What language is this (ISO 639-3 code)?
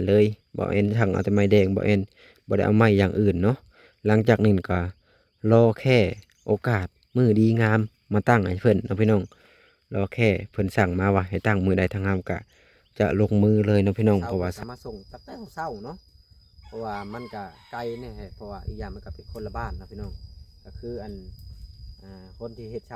lao